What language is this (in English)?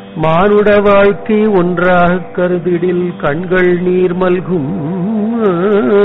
Tamil